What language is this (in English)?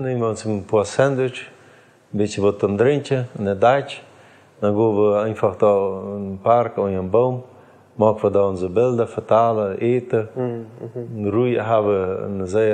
Plautdietsch